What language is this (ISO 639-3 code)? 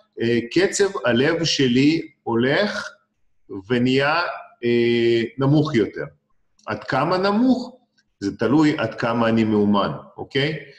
heb